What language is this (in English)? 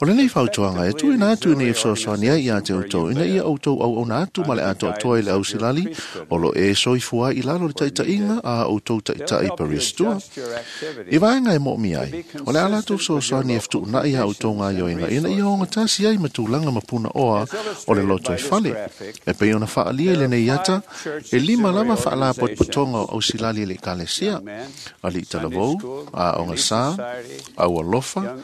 Samoan